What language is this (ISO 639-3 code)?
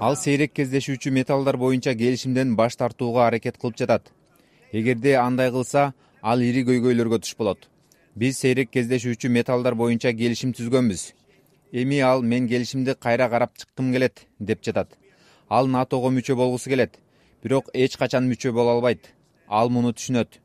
kir